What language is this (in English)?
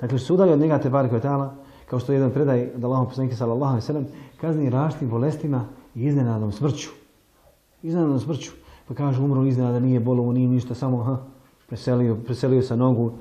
Bosnian